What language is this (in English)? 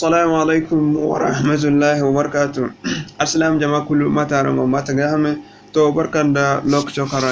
Zarma